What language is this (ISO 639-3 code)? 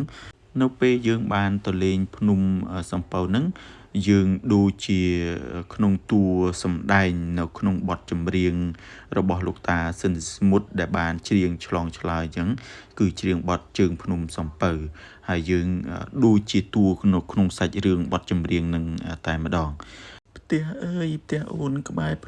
khm